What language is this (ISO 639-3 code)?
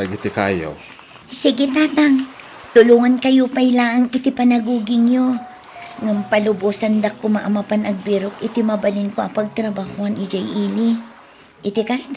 ilo